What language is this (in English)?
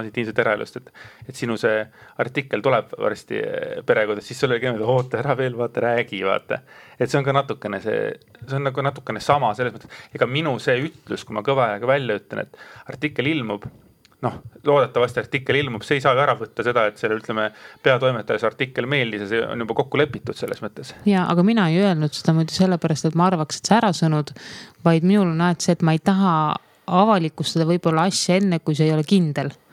Estonian